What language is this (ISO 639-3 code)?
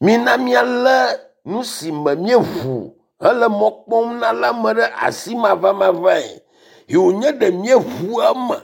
ewe